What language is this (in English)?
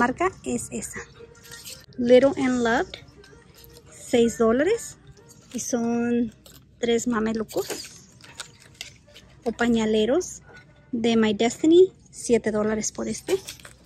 Spanish